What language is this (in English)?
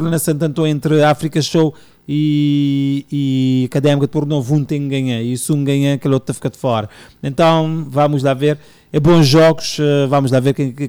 Portuguese